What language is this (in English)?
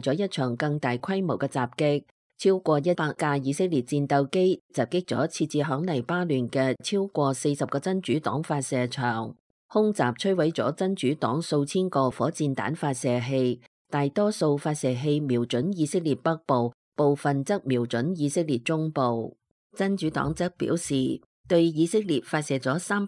Cantonese